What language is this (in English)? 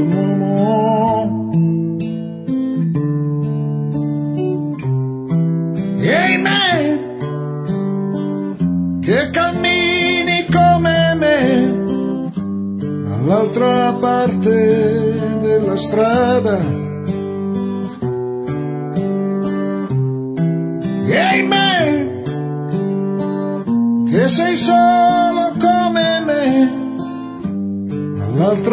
Italian